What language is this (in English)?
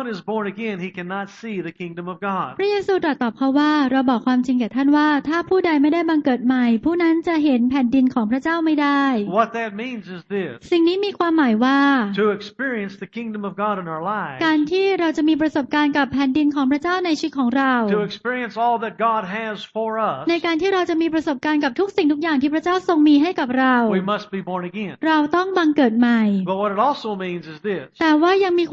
Thai